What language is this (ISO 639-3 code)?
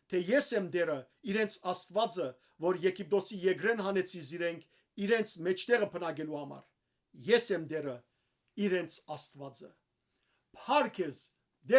hyw